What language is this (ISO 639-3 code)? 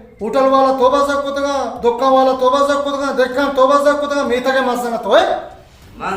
bal